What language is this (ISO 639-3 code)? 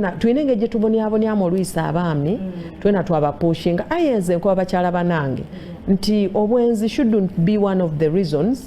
xog